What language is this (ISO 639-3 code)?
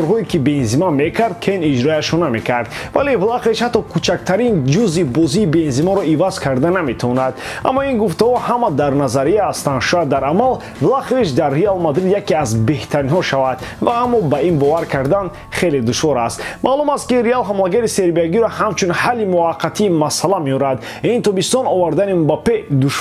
tgk